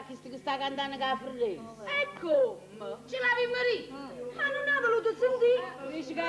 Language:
Neapolitan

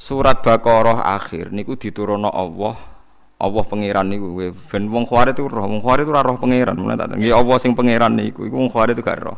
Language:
Javanese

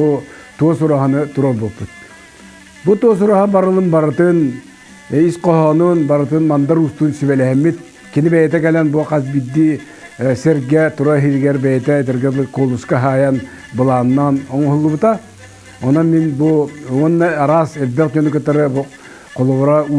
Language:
Yakut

